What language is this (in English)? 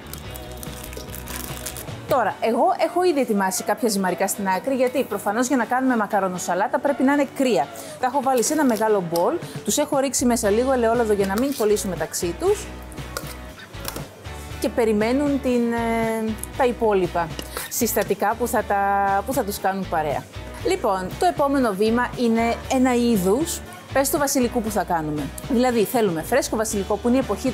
Greek